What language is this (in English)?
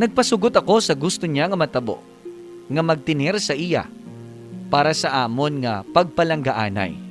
Hiligaynon